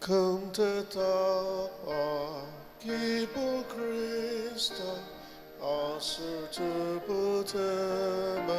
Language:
Ao Naga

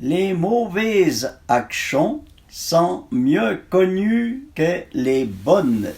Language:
Arpitan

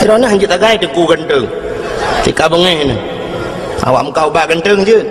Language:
Achinese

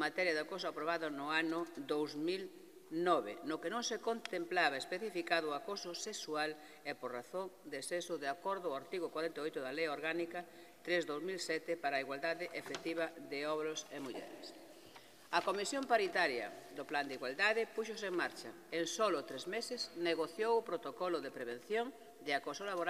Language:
Galician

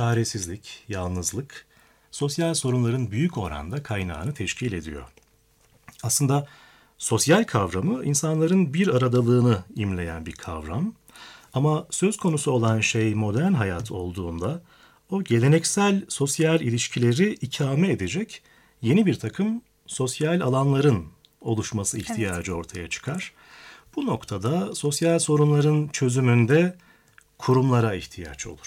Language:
Turkish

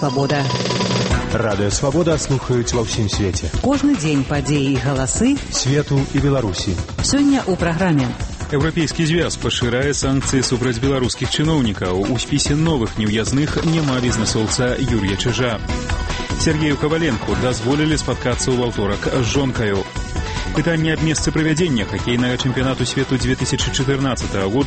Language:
Belarusian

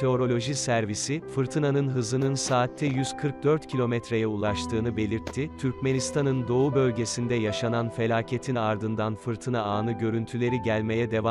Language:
Turkmen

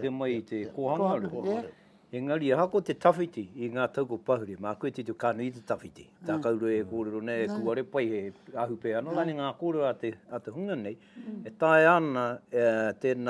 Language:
Māori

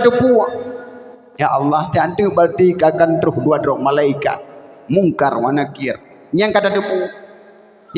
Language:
Achinese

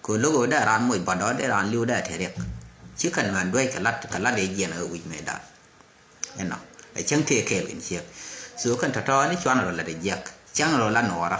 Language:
Nuer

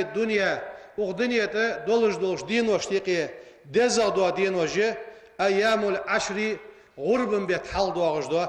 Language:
Ingush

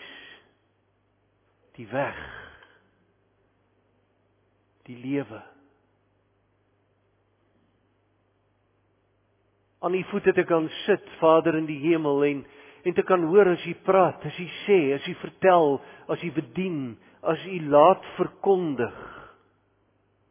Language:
Afrikaans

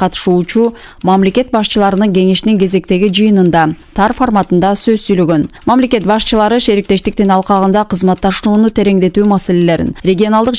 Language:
Kyrgyz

